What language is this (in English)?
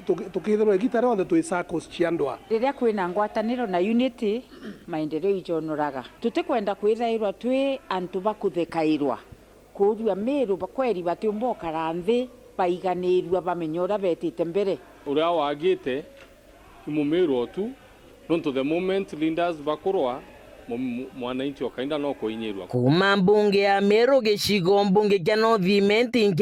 Meru